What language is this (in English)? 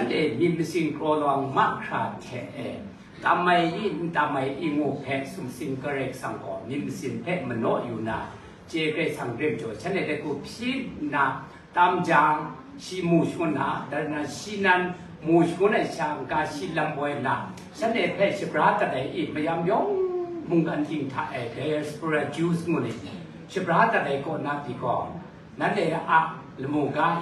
Kachin